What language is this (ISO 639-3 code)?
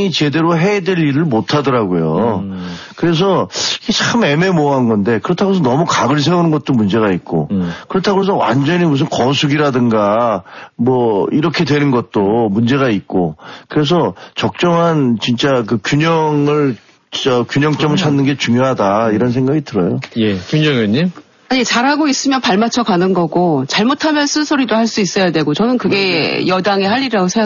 kor